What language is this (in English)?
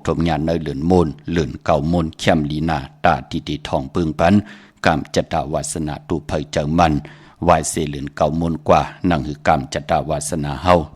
Shan